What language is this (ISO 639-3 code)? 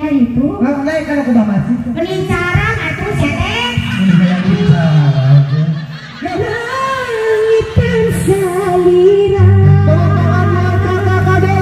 sun